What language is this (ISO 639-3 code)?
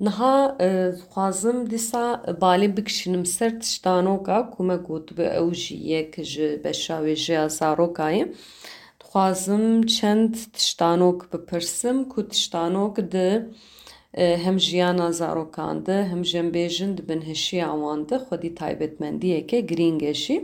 kur